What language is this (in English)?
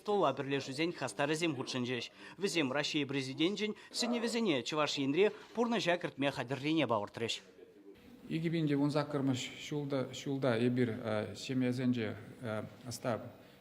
Chuvash